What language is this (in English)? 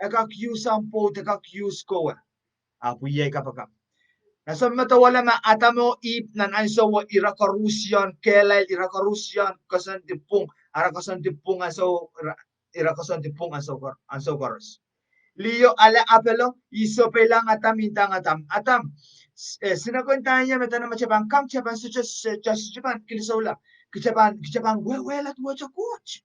Pohnpeian